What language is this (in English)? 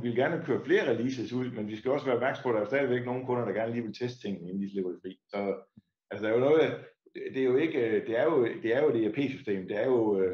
Danish